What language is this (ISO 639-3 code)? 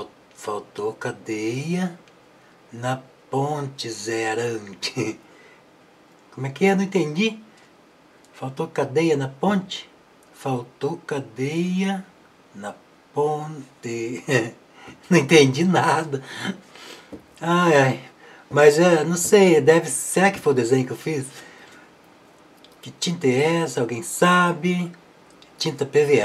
por